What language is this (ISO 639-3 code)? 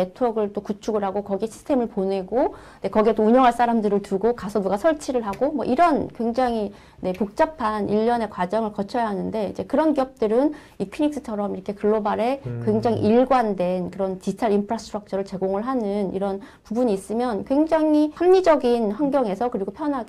kor